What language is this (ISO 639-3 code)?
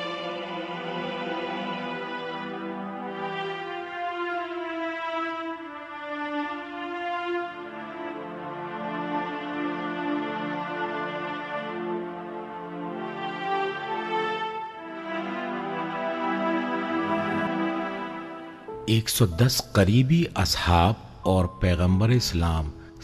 urd